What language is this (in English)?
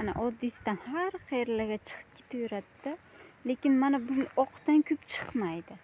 Uzbek